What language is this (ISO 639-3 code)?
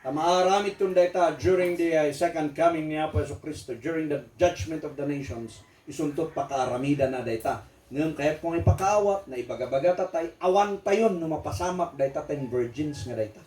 ilo